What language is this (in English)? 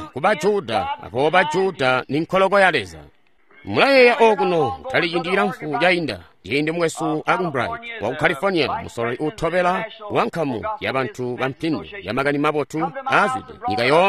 Tonga (Zambia)